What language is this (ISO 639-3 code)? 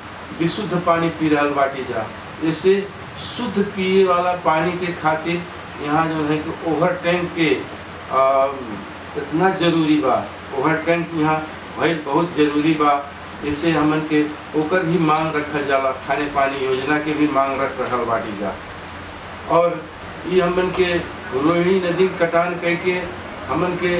bho